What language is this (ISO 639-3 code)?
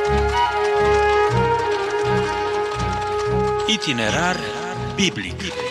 ron